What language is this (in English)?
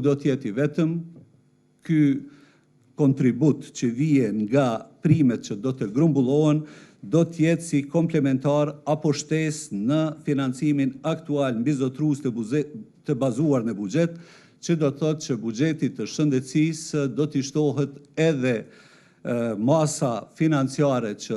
Albanian